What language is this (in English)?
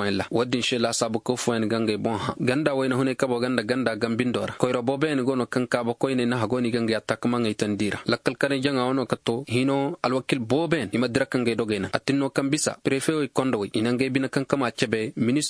Zarma